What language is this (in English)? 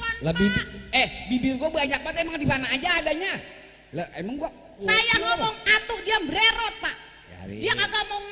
Betawi